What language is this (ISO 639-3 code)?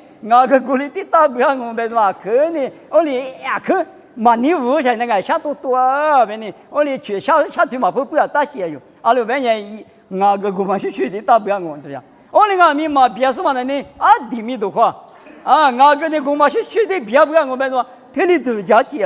lis